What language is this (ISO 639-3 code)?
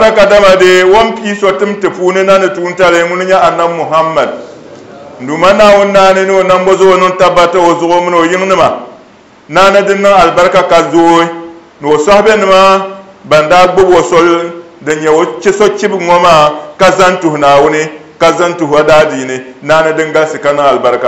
dag